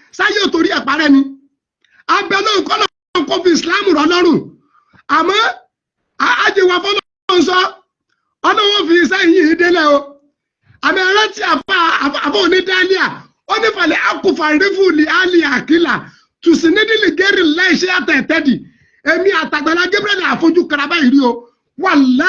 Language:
Yoruba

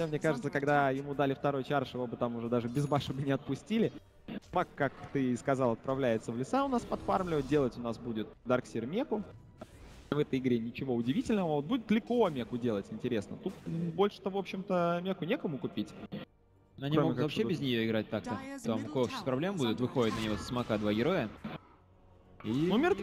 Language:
Russian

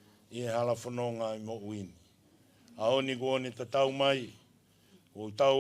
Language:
Tongan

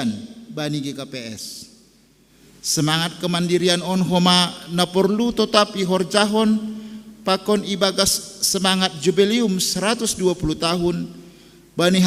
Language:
Batak Simalungun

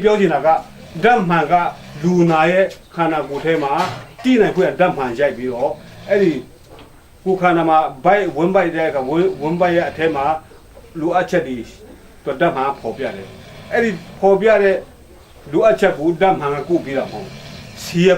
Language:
Falam Chin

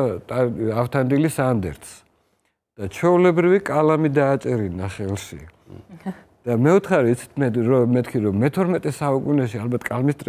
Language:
Georgian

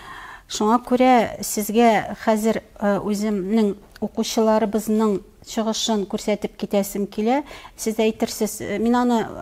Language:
Tatar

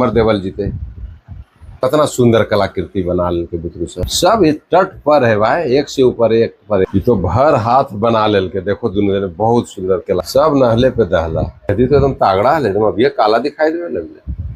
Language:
Magahi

